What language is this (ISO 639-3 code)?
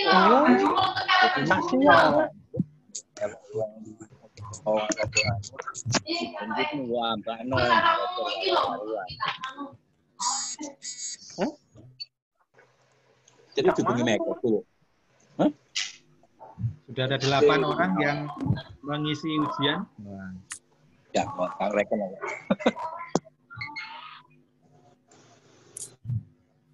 ind